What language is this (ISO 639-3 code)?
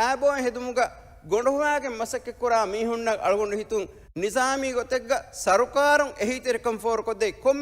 div